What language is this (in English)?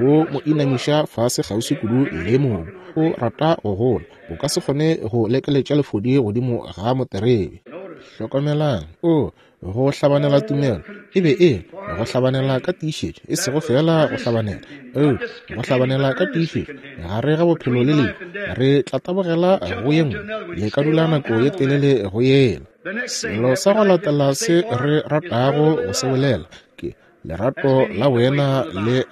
Northern Sotho